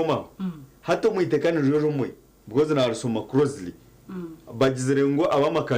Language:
Nyankole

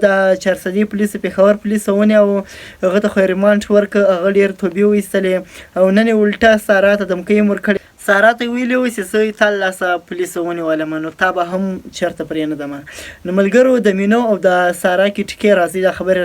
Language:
Pashto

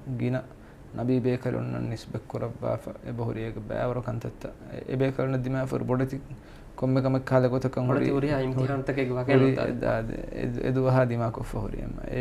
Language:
Divehi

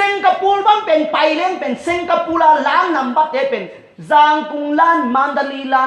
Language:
Tedim Chin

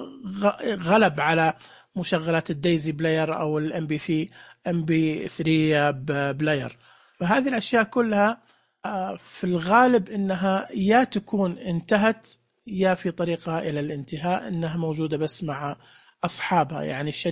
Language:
Najdi Arabic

